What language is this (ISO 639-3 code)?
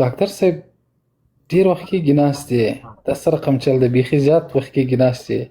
pus